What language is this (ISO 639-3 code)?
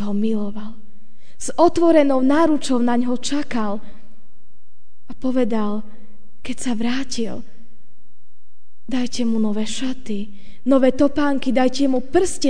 slk